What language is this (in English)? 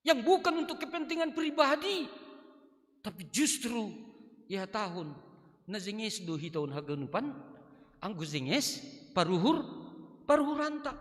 Batak Simalungun